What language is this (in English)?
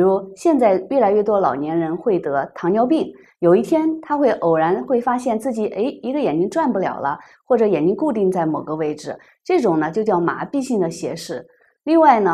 Chinese